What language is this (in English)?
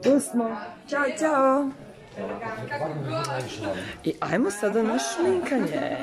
Serbian